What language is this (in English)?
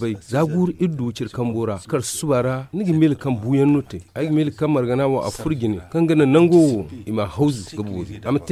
Zarma